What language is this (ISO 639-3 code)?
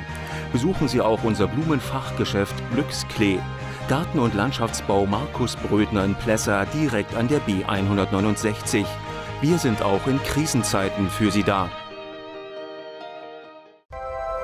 deu